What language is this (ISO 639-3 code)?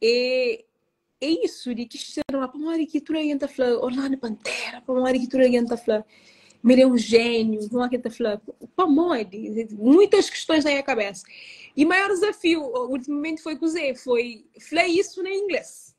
kea